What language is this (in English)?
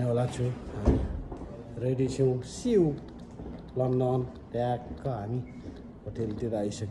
Nepali